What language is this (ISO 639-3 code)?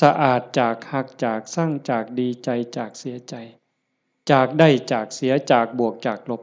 lao